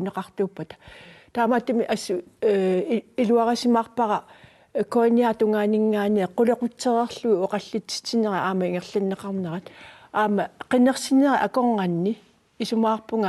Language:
Kalaallisut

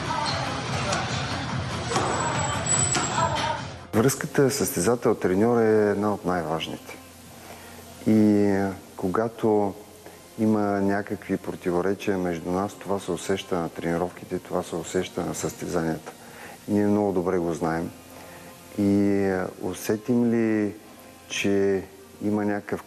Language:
Bulgarian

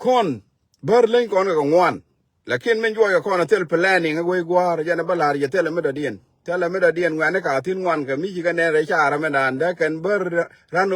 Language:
Nuer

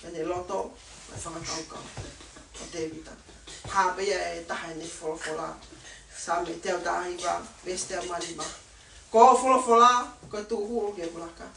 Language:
Tongan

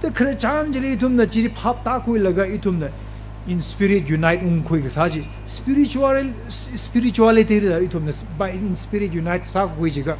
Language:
Tangkhul Naga (India)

